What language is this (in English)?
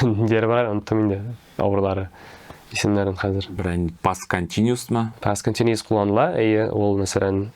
Tatar